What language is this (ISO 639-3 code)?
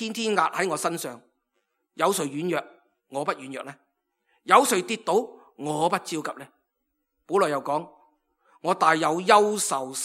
yue